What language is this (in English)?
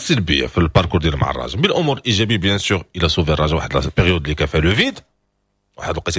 Moroccan Arabic